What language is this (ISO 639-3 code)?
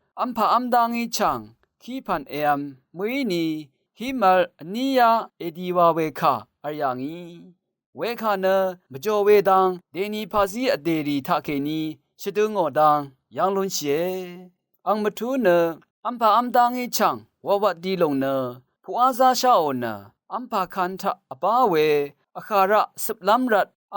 raw